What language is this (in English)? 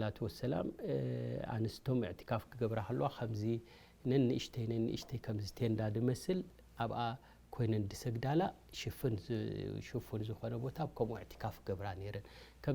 Tigrinya